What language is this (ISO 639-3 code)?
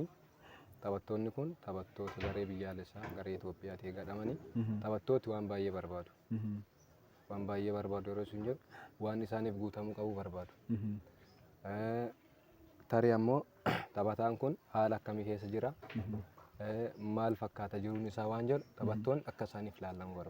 orm